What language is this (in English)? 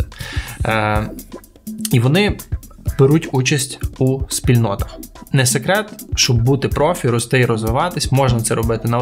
Ukrainian